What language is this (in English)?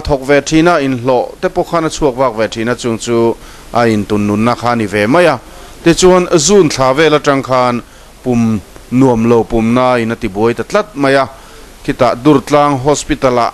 Mizo